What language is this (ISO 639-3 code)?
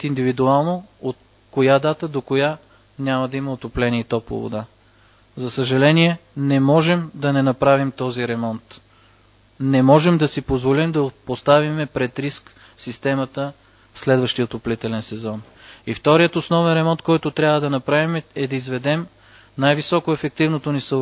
bul